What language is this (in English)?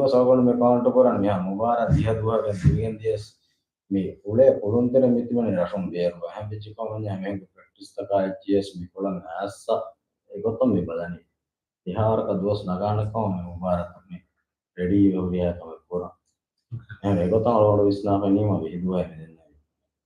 Divehi